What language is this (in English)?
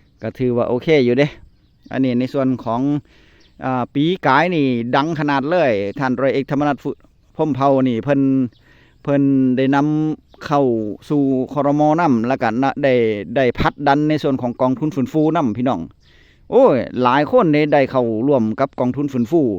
Northeastern Thai